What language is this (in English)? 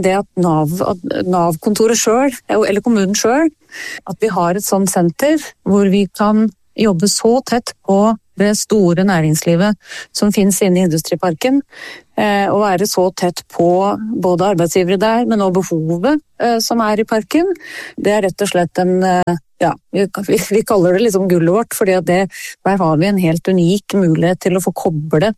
Norwegian